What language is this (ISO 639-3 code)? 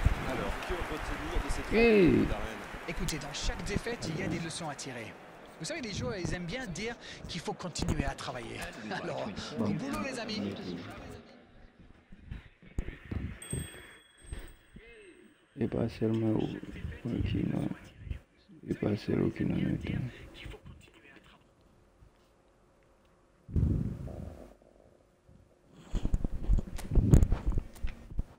fra